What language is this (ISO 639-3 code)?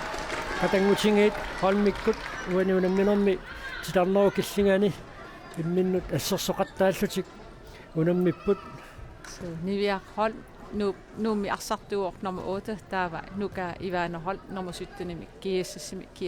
kal